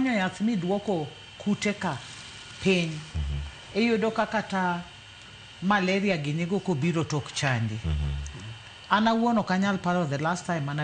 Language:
Luo (Kenya and Tanzania)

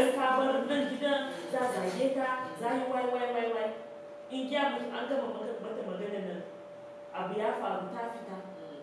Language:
Hausa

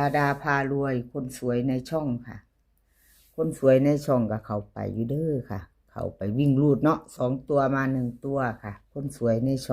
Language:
Northeastern Thai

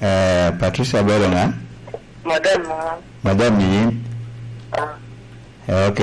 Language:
Lango (Uganda)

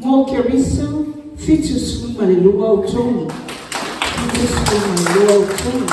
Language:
Samoan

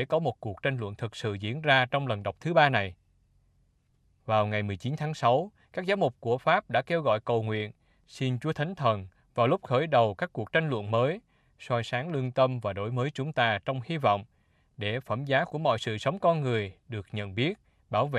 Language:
Vietnamese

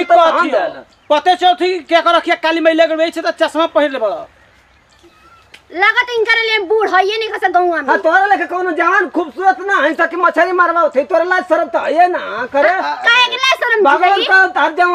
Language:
Bhojpuri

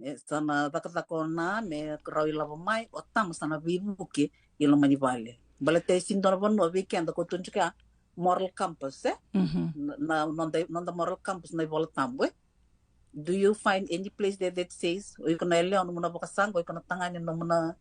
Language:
Fijian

